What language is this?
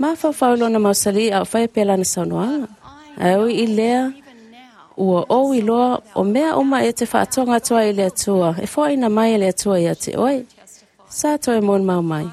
Samoan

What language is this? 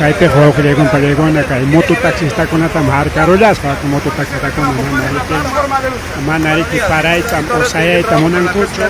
Ayacucho Quechua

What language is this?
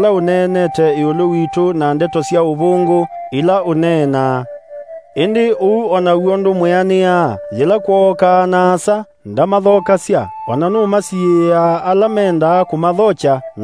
Kamba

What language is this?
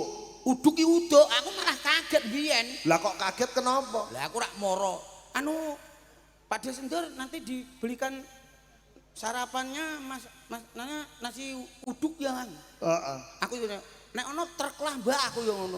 Javanese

